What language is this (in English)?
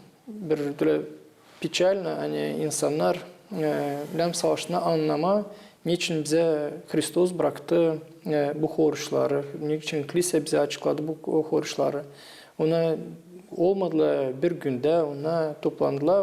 Gagauz